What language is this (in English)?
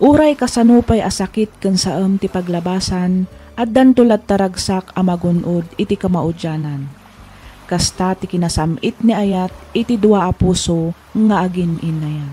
Iloko